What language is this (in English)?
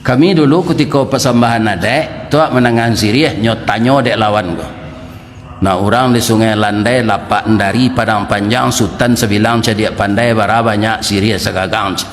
Minangkabau